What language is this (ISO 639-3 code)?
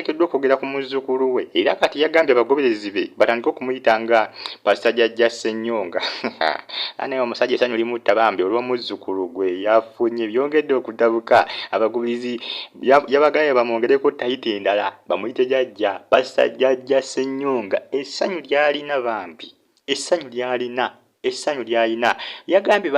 lug